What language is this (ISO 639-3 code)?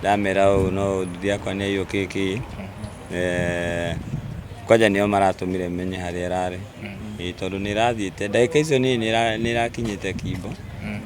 kik